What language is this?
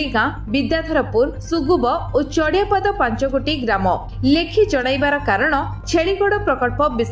Odia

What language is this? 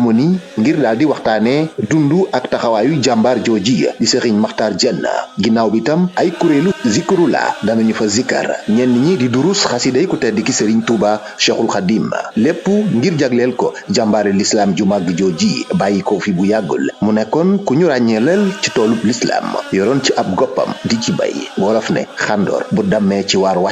Wolof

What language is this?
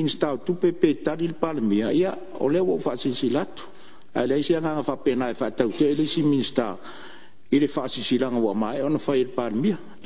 Samoan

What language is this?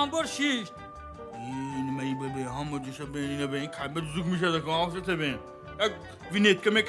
Tajik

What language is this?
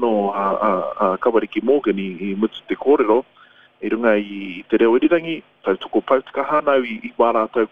Māori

